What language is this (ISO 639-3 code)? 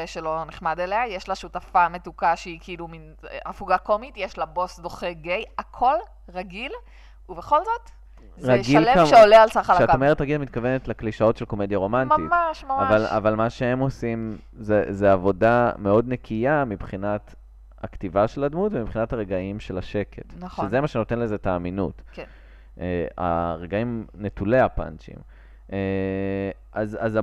heb